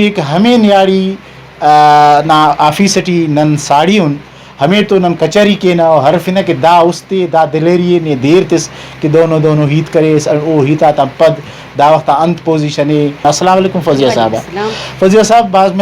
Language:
Brahui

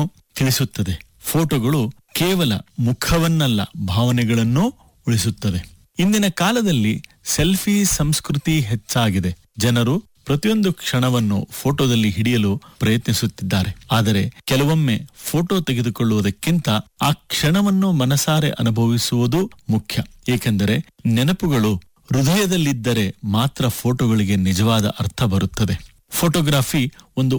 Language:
Kannada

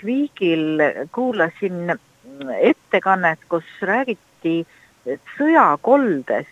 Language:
Estonian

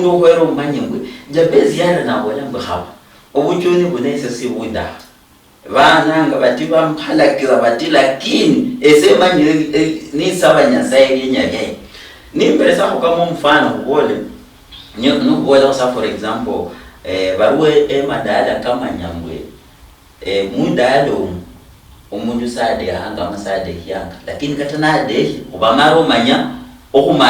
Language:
Luyia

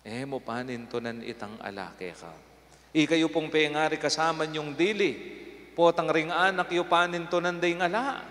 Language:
Pampanga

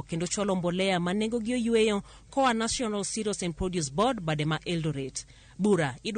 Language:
Luo (Kenya and Tanzania)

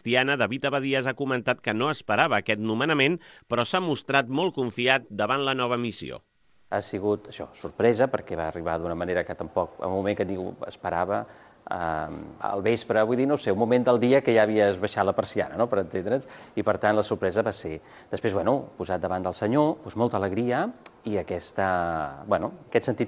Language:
Catalan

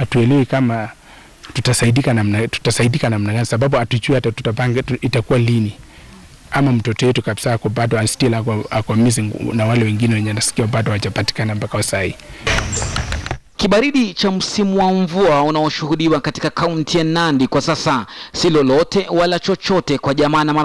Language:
Swahili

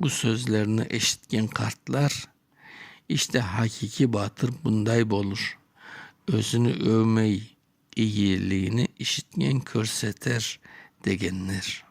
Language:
Crimean Tatar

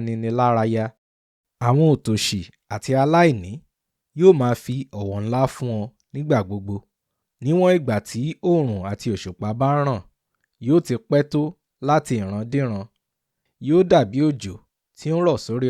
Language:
Yoruba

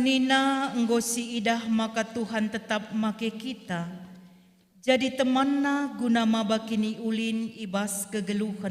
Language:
Batak Karo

